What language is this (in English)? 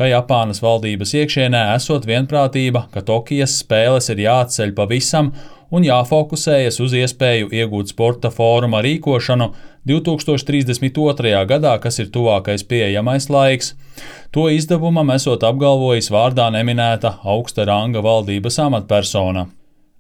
Latvian